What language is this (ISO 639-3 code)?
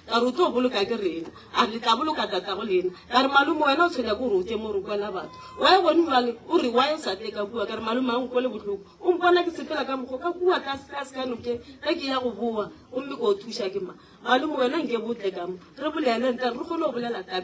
nso